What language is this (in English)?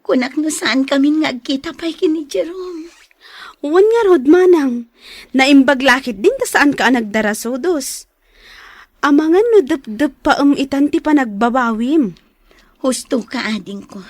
Iloko